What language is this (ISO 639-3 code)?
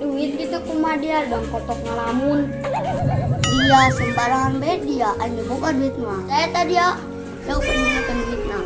sun